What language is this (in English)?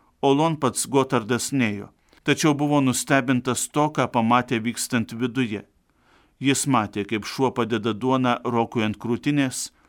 Lithuanian